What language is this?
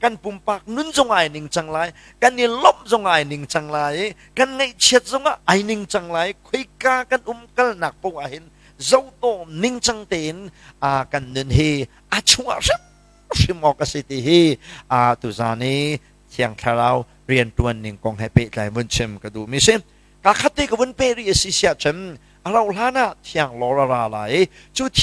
Hakha Chin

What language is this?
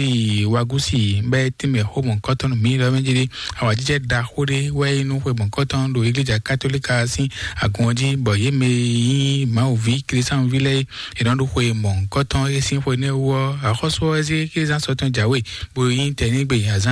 Fon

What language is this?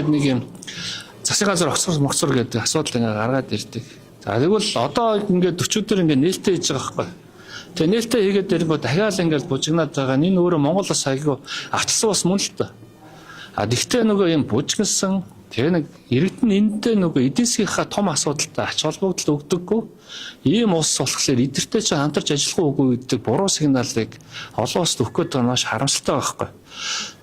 Mongolian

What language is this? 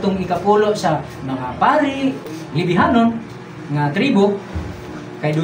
Cebuano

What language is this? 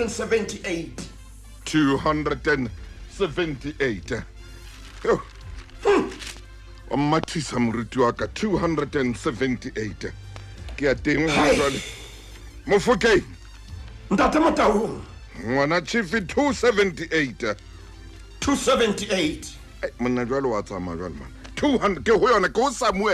Southern Sotho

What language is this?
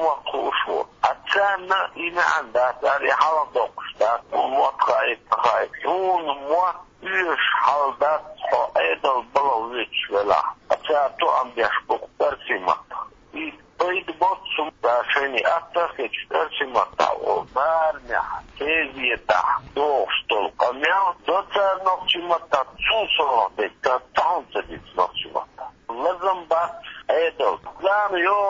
Chechen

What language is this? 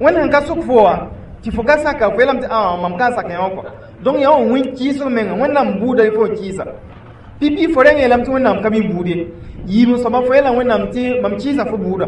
Mossi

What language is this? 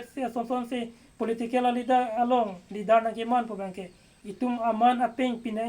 Karbi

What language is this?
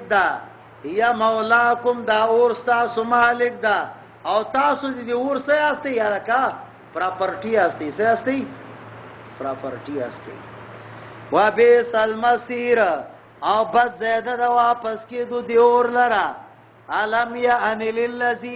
Pashto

